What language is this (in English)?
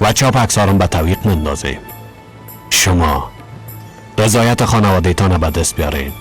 Persian